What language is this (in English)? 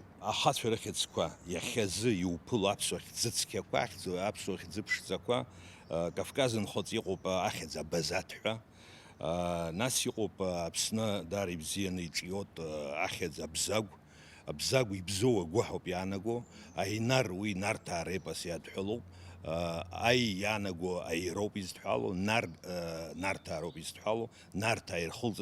Abkhazian